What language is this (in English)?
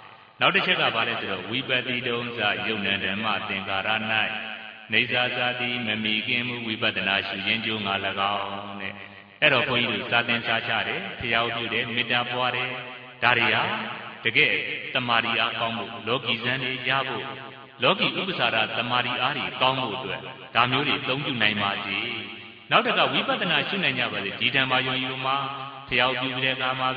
Burmese